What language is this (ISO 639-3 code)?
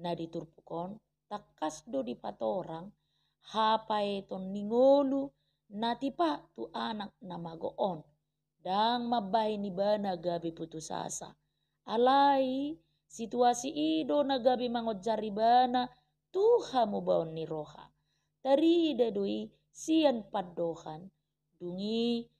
bbc